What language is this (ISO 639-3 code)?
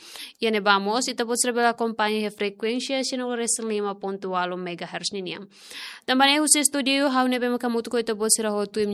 tet